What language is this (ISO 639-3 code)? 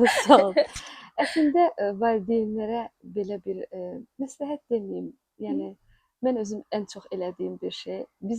aze